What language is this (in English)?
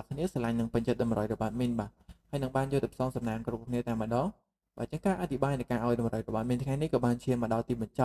Khmer